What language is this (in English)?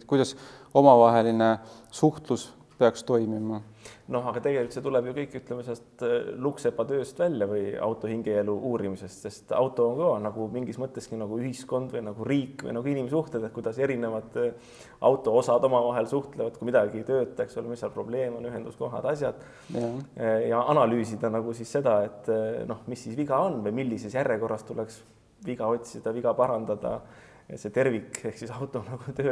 Estonian